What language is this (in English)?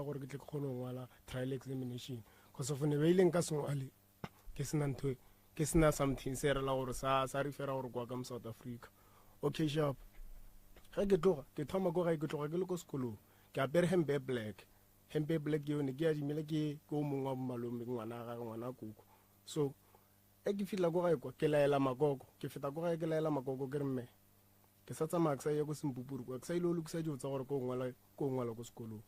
Northern Sotho